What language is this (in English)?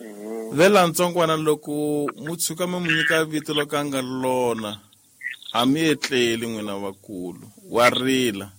Tsonga